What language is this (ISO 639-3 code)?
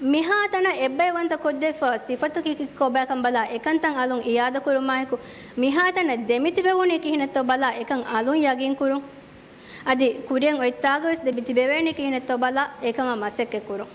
div